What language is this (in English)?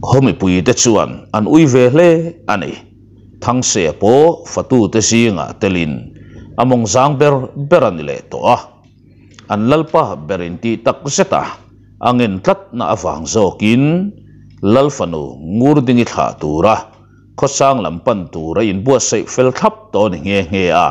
Mizo